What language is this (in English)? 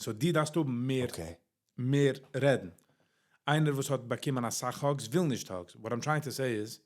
Yiddish